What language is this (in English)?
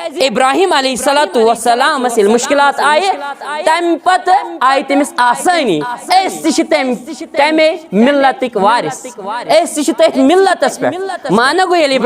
Kashmiri